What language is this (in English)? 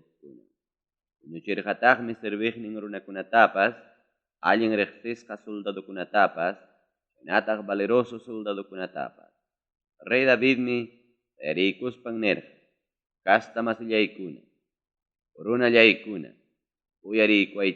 Ayacucho Quechua